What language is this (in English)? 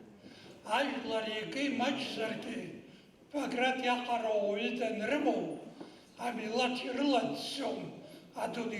Abkhazian